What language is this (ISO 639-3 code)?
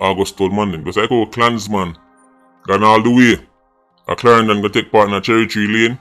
jam